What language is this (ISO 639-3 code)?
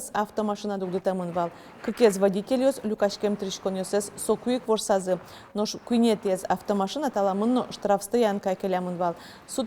udm